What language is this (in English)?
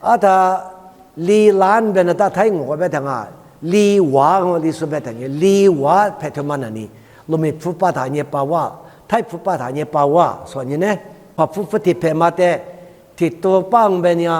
Lisu